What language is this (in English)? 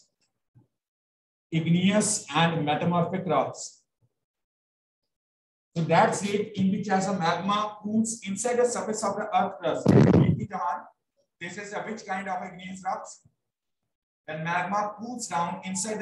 English